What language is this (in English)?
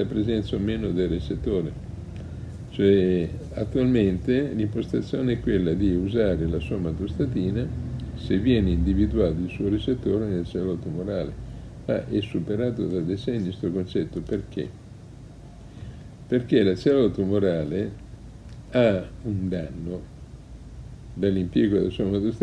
Italian